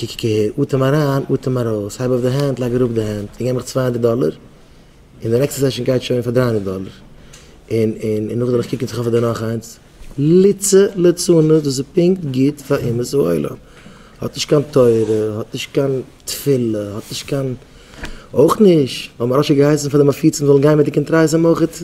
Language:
Yiddish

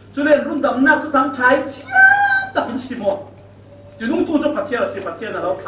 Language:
Falam Chin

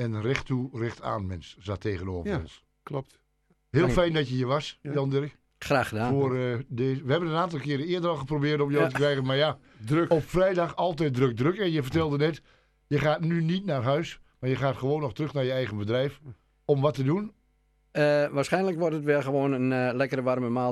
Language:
Dutch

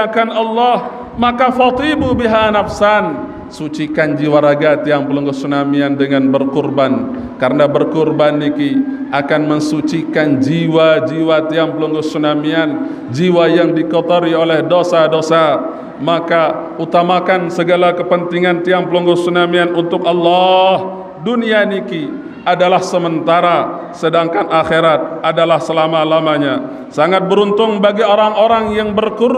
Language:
Sasak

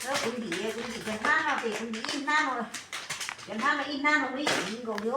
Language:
Hmong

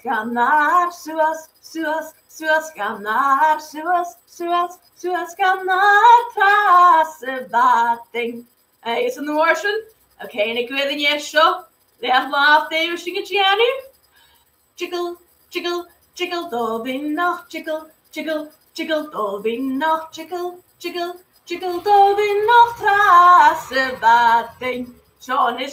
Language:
Scottish Gaelic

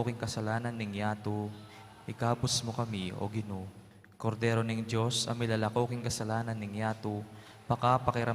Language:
Pampanga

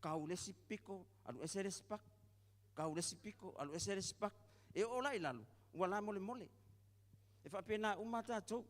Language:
Samoan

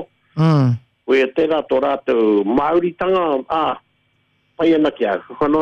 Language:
Māori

